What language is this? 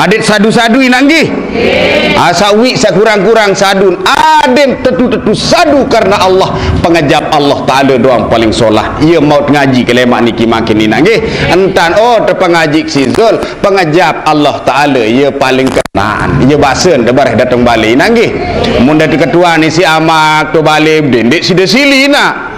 Sasak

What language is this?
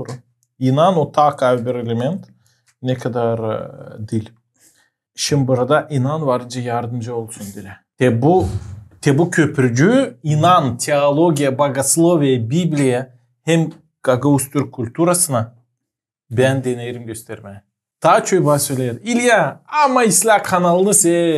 Gagauz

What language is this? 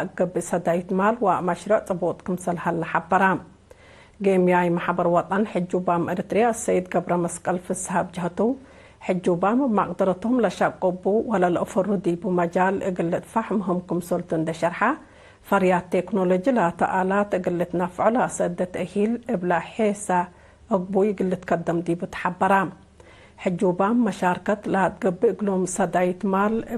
Tigre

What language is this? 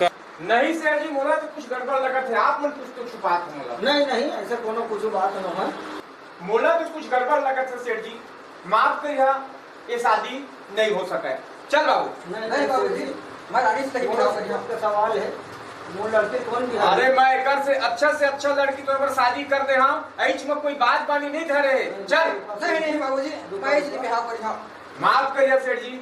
Chhattisgarhi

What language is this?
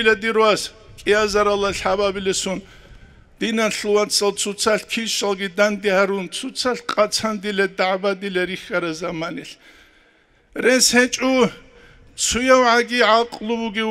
Avaric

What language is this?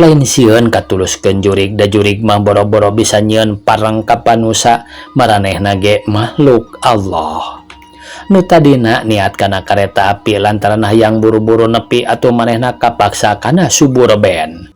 Sundanese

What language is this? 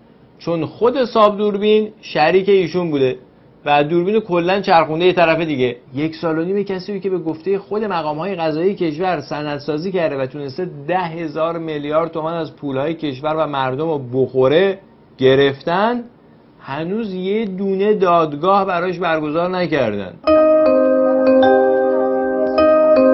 Persian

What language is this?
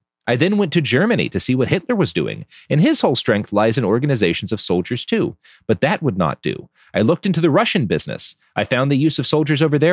English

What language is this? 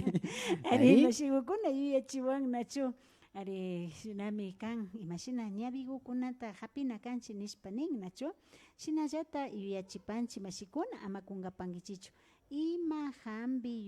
Imbabura Highland Quichua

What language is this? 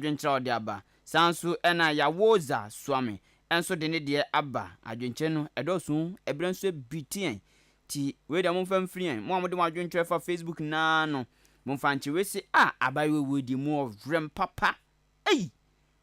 Akan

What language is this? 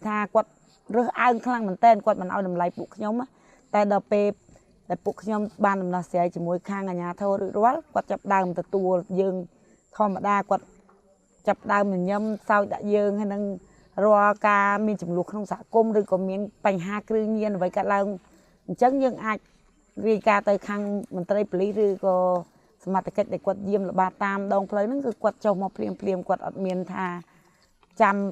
Khmer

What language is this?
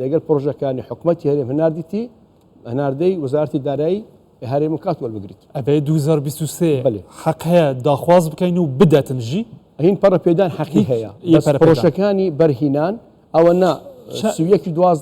Central Kurdish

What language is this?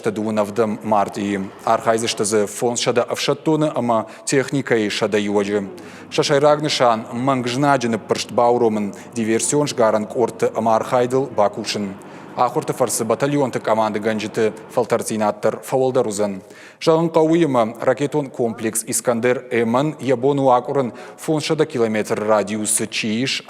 Ossetic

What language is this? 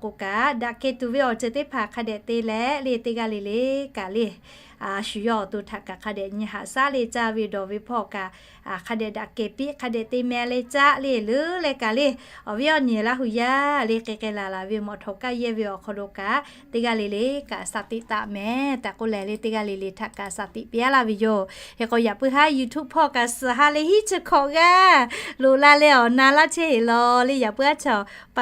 Lahu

